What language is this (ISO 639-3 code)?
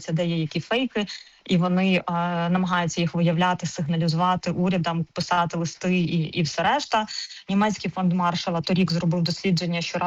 ukr